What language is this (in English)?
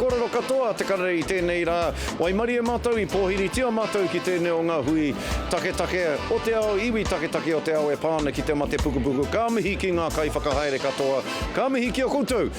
Māori